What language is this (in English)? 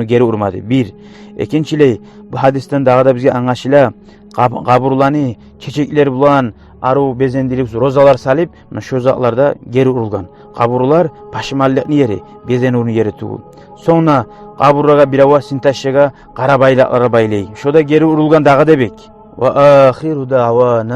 Kumyk